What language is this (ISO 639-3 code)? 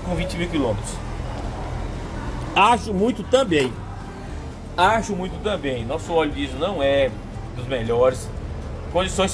por